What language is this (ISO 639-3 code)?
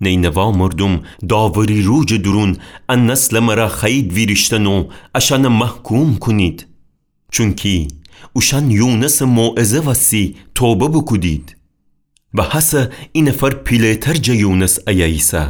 glk